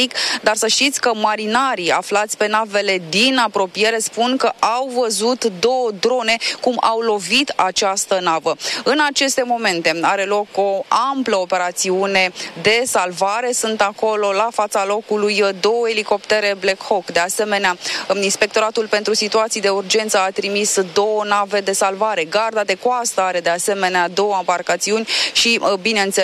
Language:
Romanian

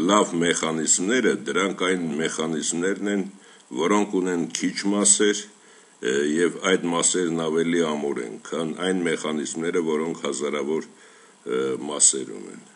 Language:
Armenian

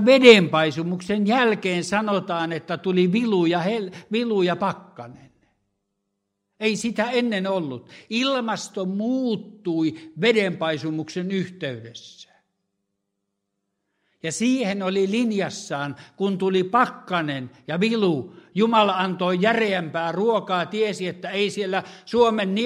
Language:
Finnish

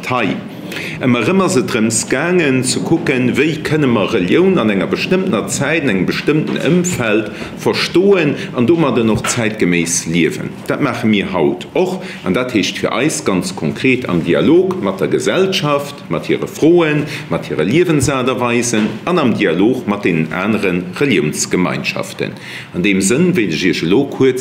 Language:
Luxembourgish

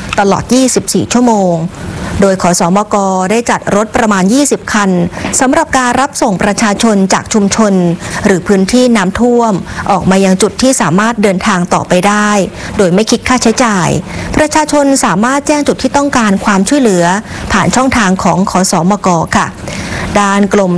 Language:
Thai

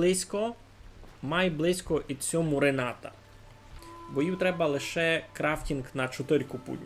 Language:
Rusyn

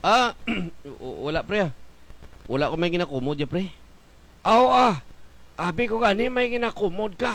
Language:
Hiligaynon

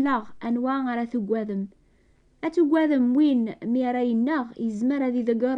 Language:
Kabyle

